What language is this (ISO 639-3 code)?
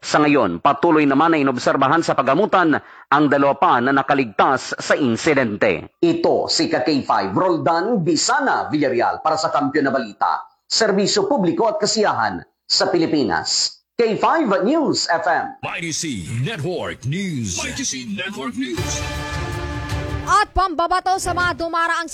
fil